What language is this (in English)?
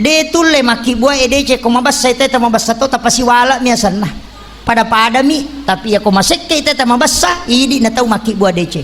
Buginese